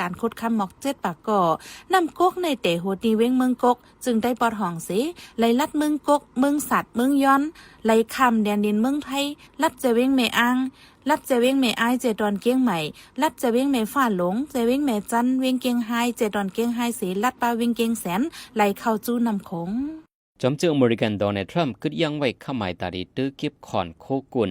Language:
Lao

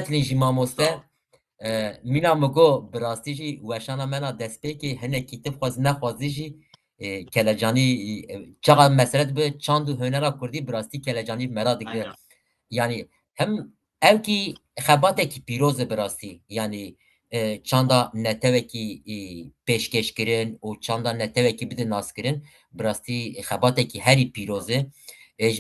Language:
Kurdish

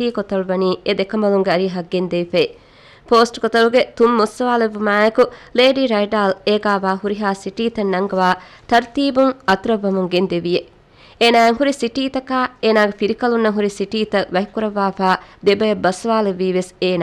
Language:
Divehi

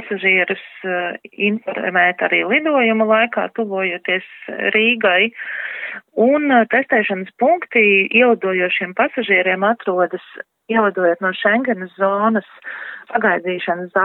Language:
Latvian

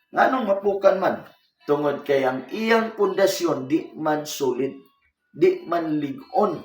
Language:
Cebuano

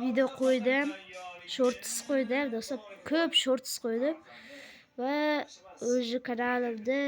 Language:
Uzbek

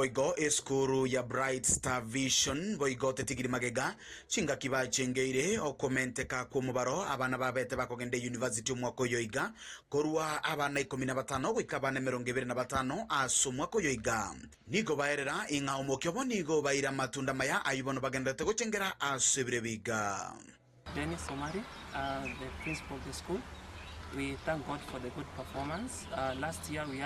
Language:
Gusii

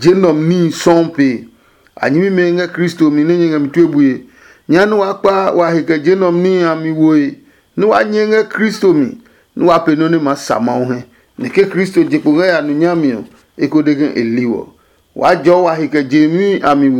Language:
Adangme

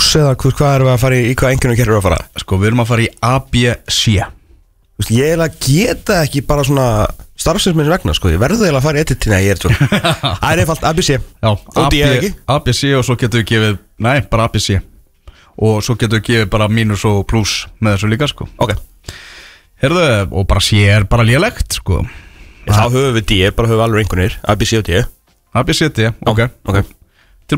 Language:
Icelandic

